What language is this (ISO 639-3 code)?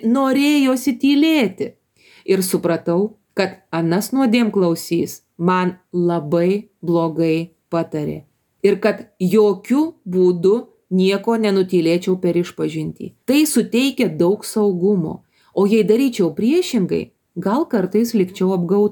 lit